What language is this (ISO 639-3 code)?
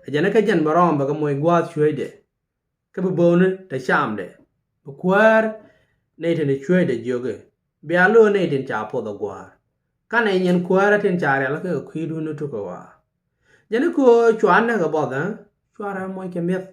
nus